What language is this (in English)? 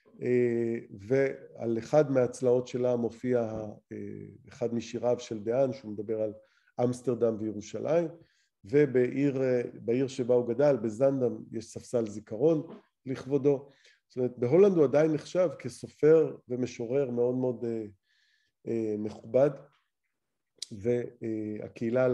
Hebrew